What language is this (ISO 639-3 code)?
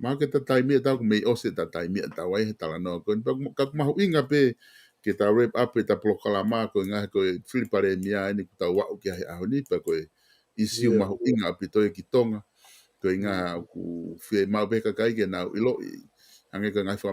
ton